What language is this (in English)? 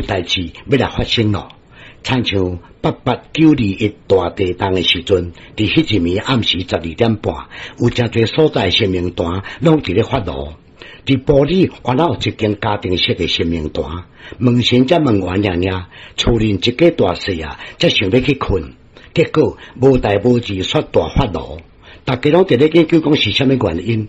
Min Nan Chinese